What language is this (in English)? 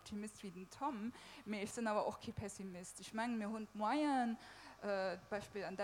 Luxembourgish